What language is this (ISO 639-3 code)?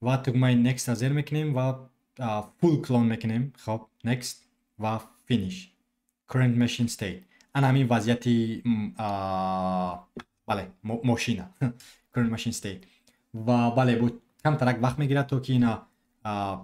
tgk